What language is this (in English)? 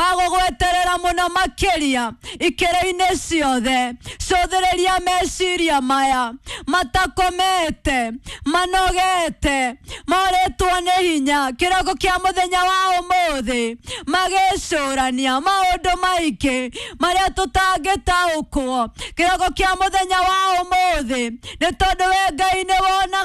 Kikuyu